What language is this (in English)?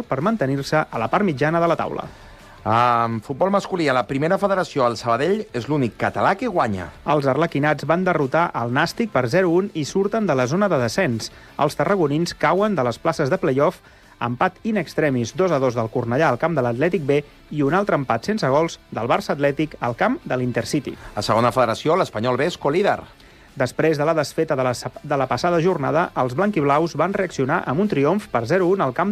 Catalan